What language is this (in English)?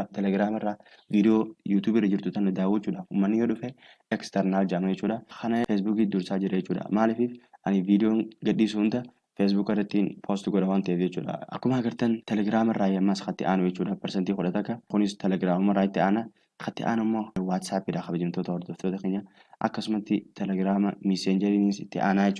Oromo